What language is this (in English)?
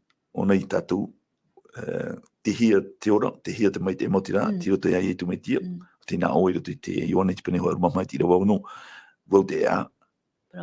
Tahitian